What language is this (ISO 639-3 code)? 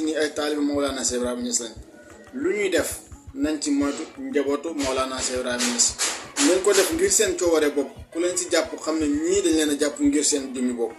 wol